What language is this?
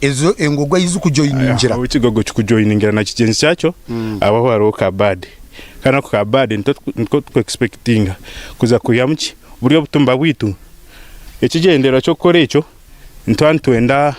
Nyankole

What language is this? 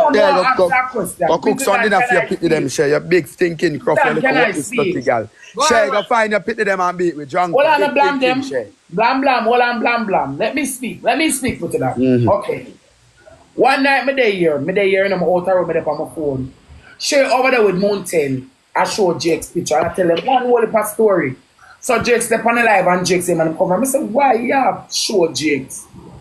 Jamaican Creole English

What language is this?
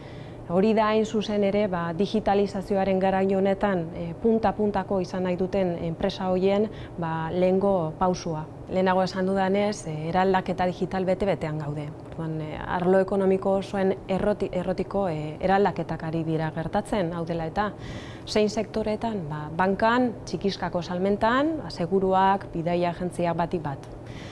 Basque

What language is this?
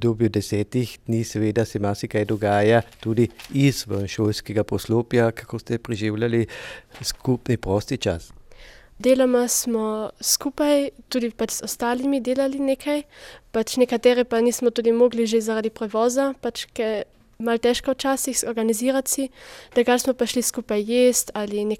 Slovenian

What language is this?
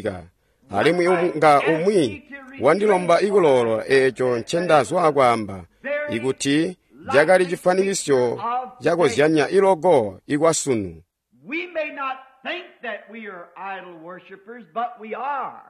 Tonga (Zambia)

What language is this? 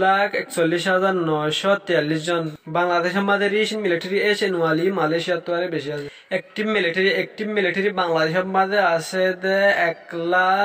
Rohingya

